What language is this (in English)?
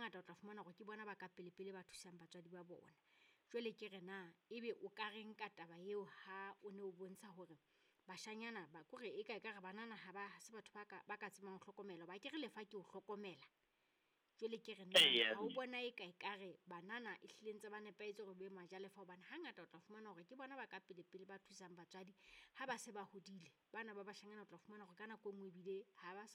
Southern Sotho